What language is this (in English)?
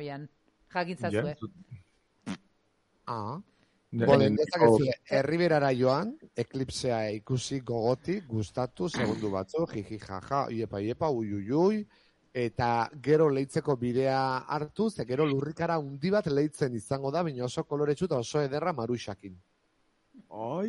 Basque